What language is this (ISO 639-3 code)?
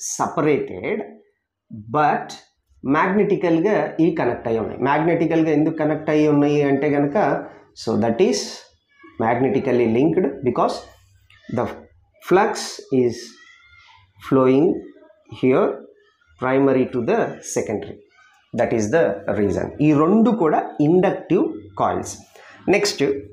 tel